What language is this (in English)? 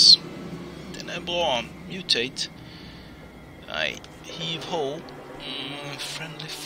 Swedish